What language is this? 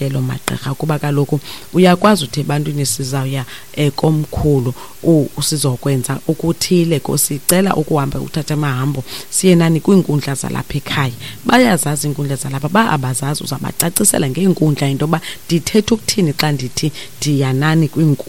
Xhosa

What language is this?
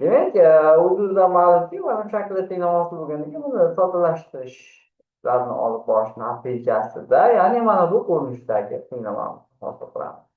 Uzbek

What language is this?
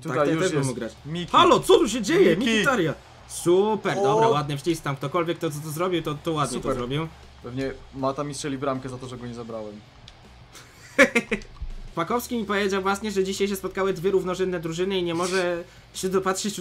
Polish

